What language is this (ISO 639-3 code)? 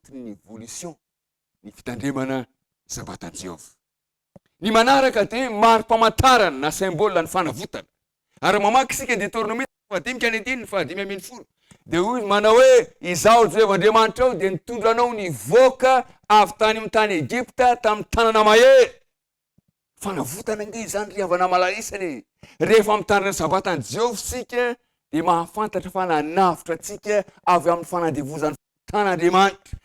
mlg